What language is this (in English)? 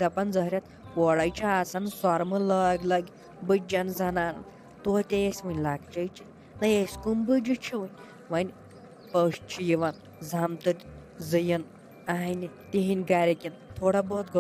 Kashmiri